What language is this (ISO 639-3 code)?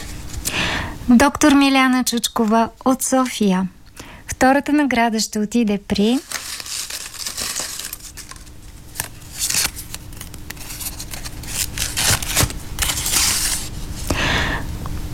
bul